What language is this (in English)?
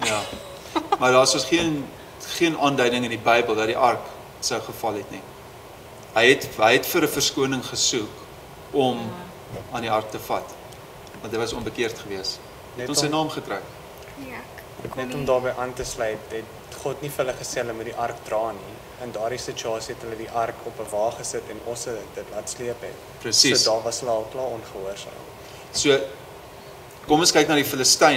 Afrikaans